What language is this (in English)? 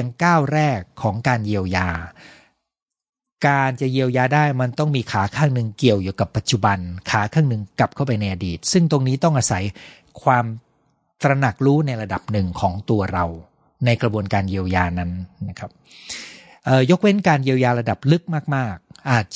Thai